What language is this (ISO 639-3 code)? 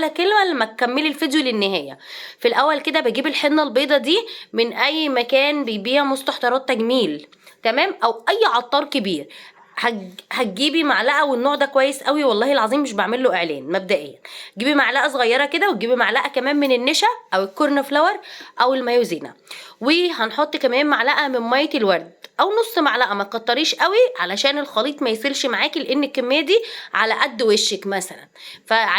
arz